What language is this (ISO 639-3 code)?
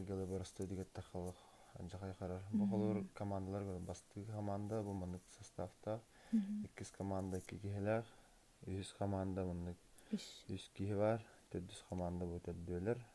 sah